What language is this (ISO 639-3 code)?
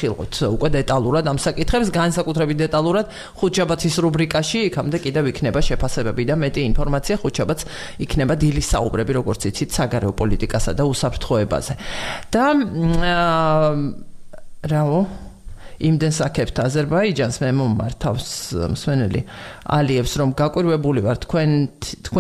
kat